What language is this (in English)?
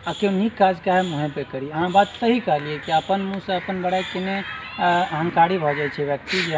Maithili